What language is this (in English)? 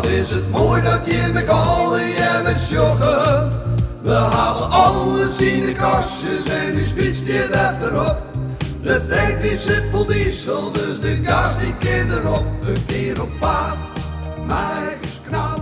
Western Frisian